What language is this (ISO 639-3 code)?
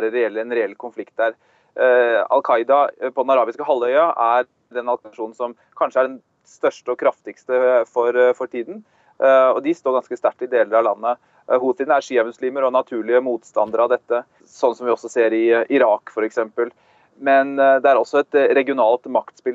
nor